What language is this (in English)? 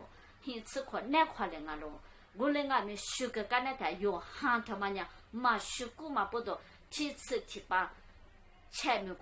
Lisu